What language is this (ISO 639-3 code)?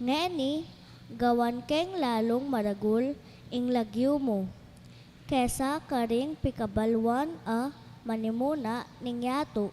pam